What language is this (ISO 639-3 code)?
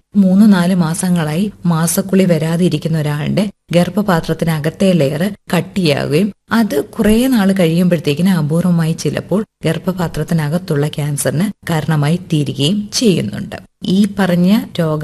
mal